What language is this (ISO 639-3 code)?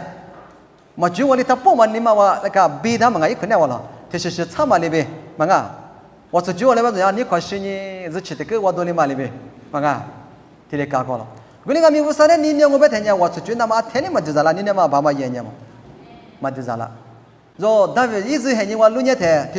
lis